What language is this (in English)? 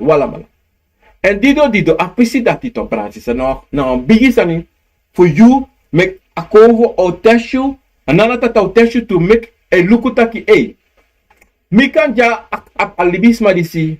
Sranan Tongo